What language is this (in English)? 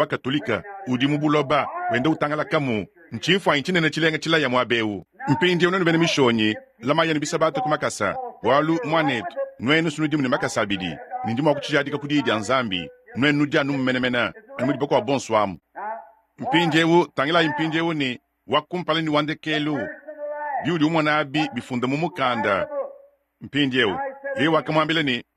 Luba-Lulua